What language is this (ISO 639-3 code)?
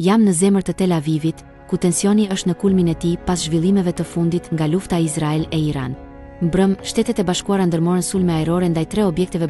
sqi